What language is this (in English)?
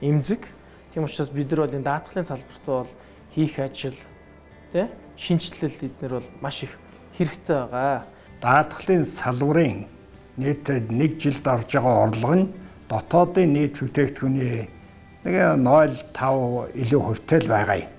Mongolian